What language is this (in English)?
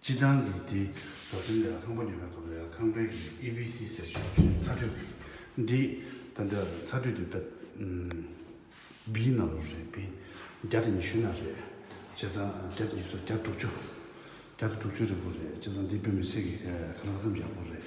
Tibetan